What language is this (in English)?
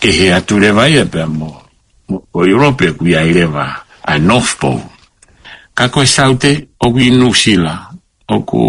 Tongan